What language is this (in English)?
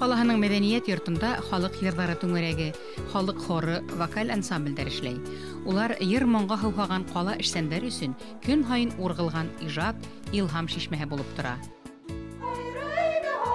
Bashkir